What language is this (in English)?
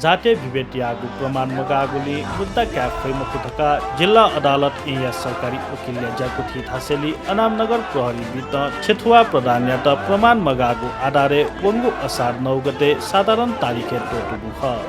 Newari